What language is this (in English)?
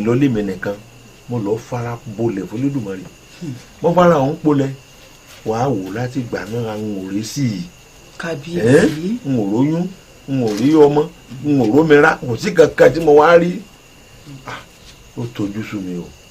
Yoruba